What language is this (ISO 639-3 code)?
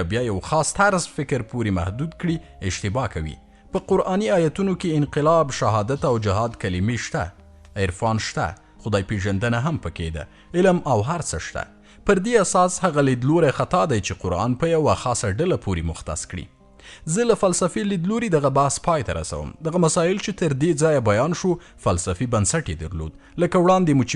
pus